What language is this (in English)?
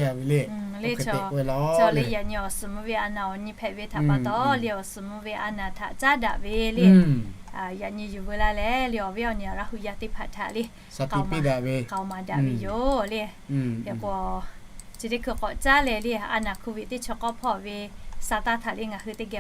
Lahu